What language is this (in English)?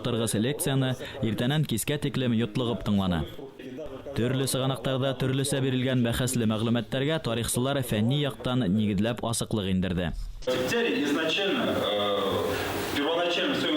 Bashkir